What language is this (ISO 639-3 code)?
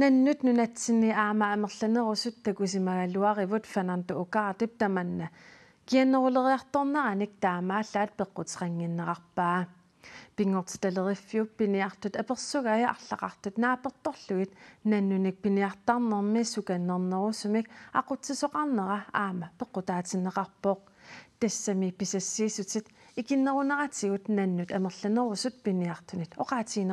kal